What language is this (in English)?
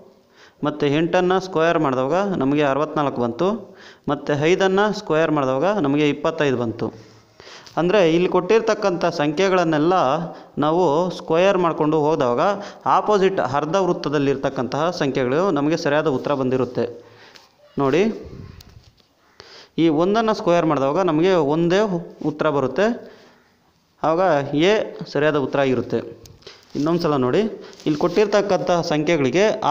Kannada